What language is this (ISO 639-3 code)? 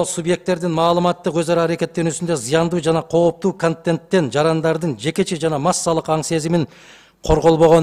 kir